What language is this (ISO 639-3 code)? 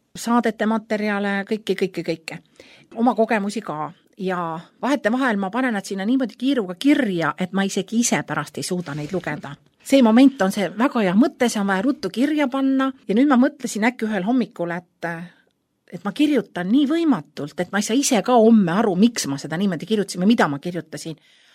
est